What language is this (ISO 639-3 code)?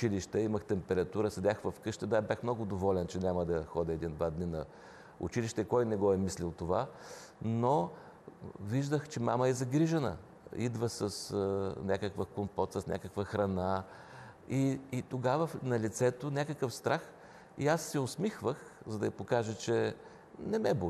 bul